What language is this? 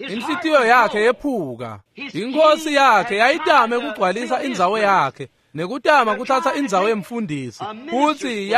Swati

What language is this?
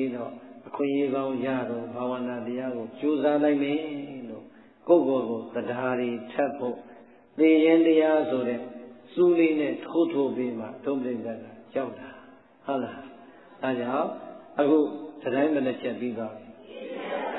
Burmese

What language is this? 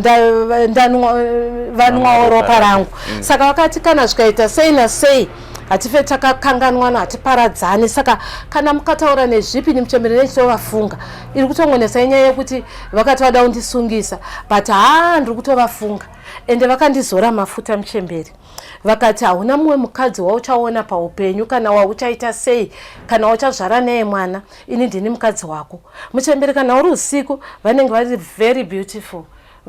Shona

